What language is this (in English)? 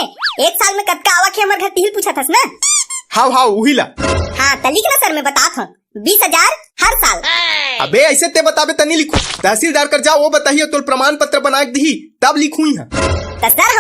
Chhattisgarhi